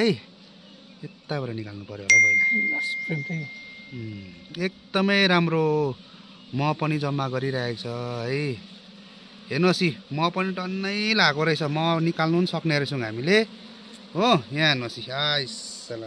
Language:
Nepali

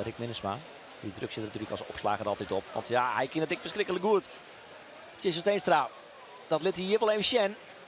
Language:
Western Frisian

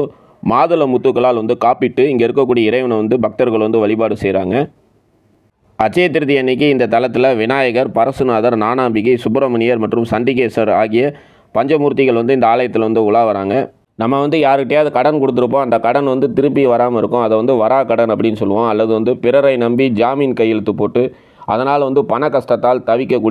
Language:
Tamil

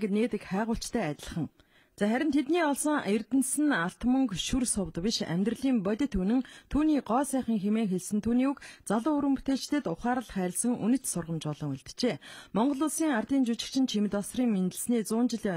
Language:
Mongolian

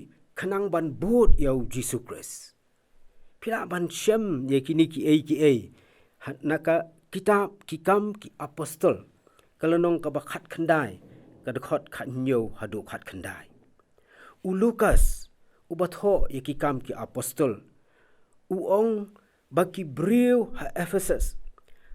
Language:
Khasi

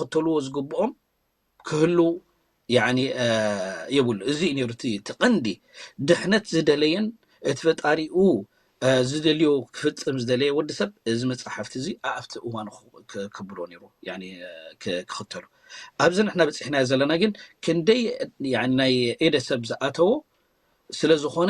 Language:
Tigrinya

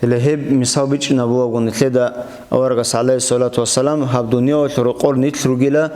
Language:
Avaric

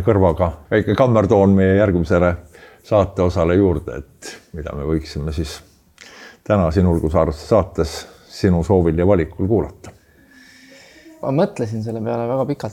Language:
Estonian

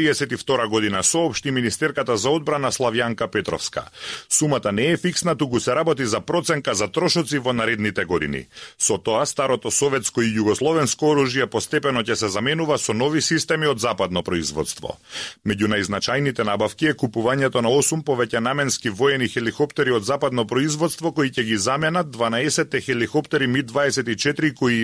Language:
Macedonian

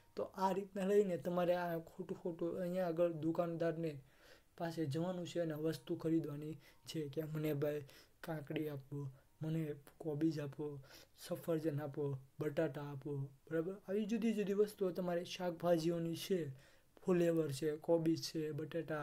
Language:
Gujarati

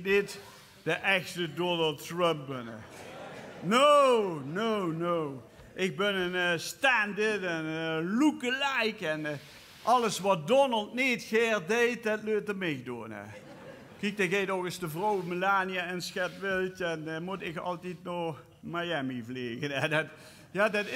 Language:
Limburgish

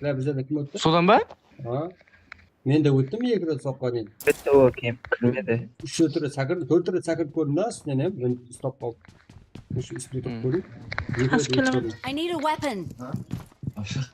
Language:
Kara-Kalpak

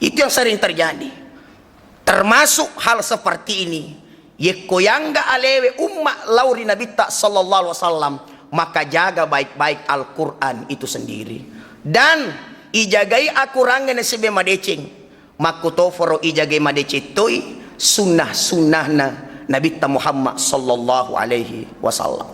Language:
Buginese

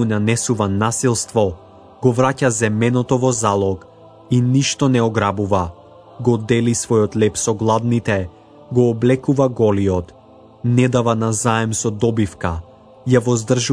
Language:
Macedonian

